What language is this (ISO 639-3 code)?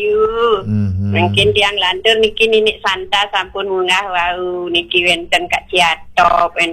ban